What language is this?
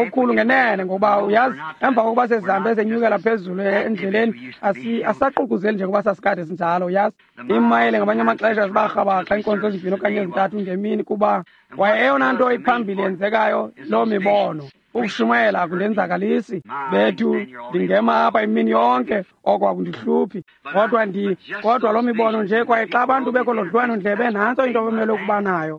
Xhosa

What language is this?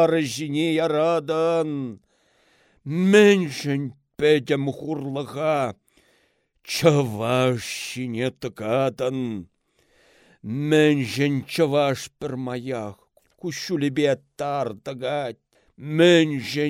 Chuvash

